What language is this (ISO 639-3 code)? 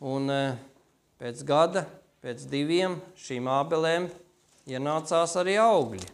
lav